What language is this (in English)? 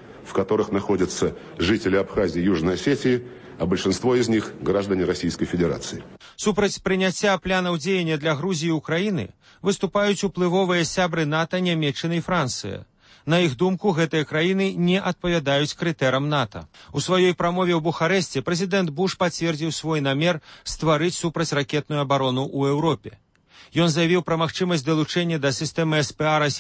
Belarusian